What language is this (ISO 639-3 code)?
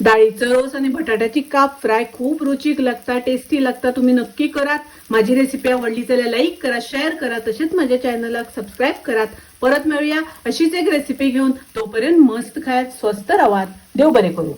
kok